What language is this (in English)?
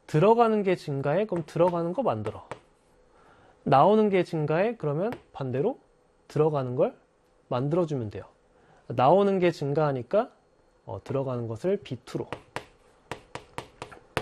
Korean